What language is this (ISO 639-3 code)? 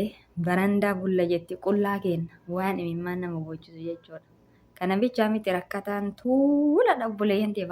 orm